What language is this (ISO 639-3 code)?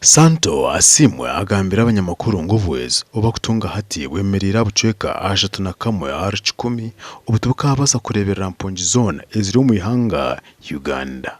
nyn